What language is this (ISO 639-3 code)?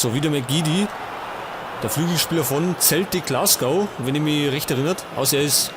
bar